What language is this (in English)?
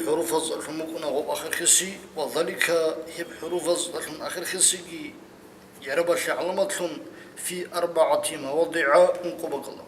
Avaric